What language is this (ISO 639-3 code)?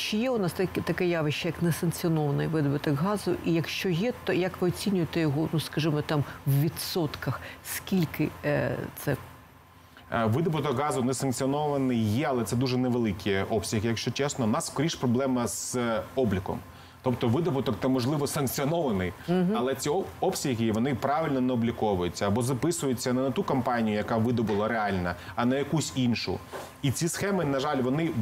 ukr